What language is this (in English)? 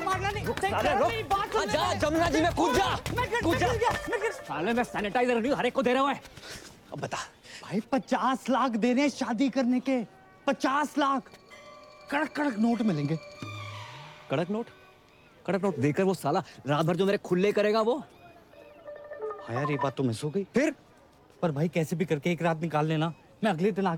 Hindi